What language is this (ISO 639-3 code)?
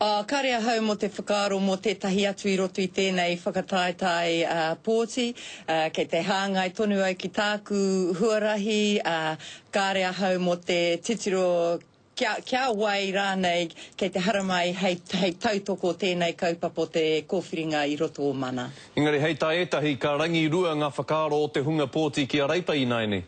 mri